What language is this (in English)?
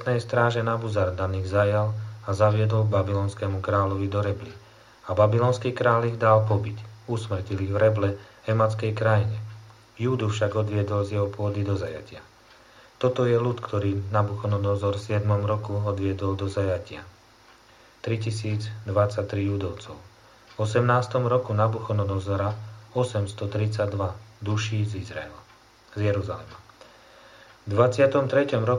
Slovak